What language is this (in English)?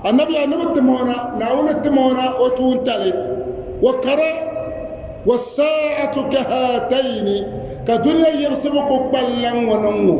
Dagbani